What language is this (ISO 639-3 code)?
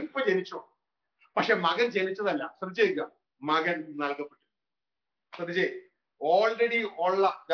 mal